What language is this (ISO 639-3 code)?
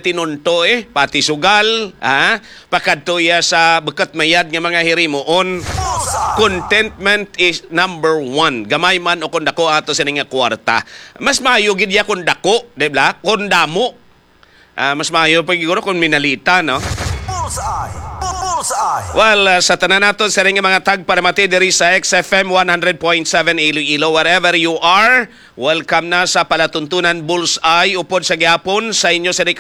hil